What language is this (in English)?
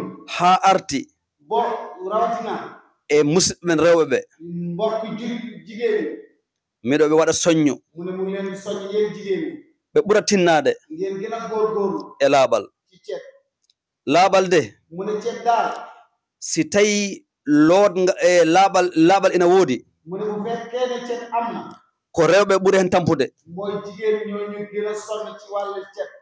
Fula